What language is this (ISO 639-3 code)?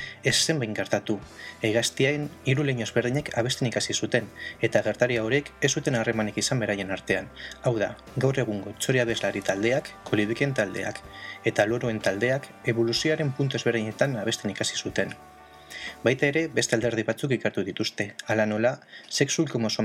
eus